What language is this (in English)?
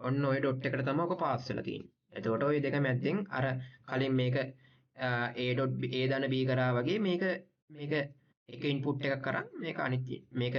Sinhala